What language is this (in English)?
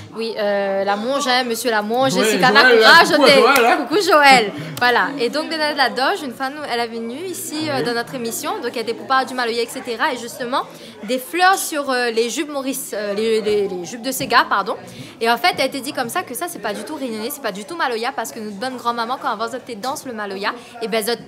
Réunion Creole French